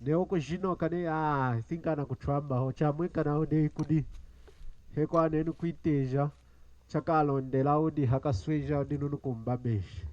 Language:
Lunda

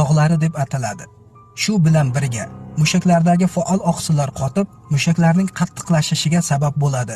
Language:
Uzbek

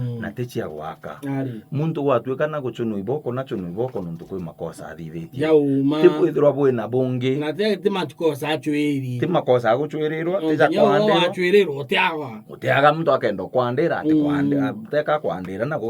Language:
Meru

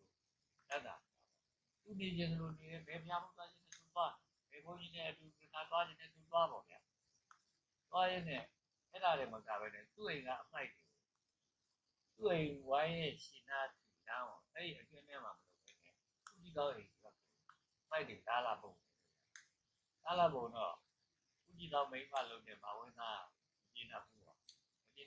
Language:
Burmese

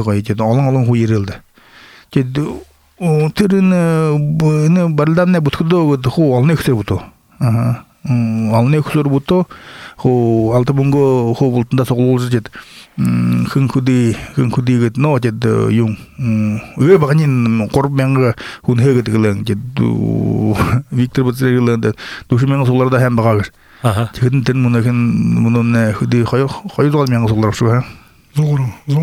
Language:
Buriat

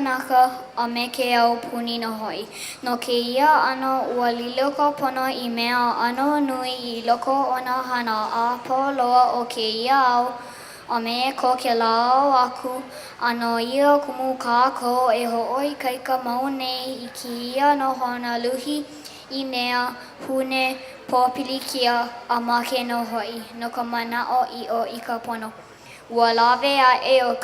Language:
Hawaiian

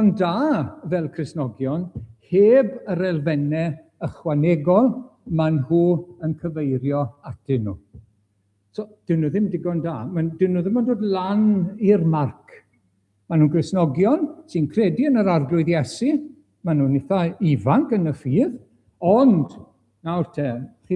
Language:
Welsh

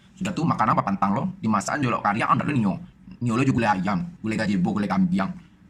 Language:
Minangkabau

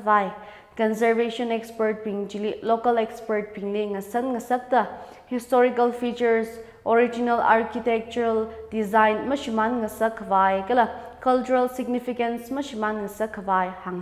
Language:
Tangkhul Naga (India)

